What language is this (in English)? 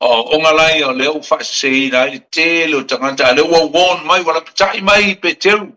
Samoan